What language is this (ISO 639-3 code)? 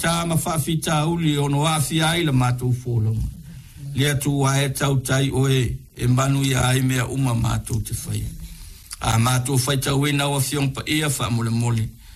smo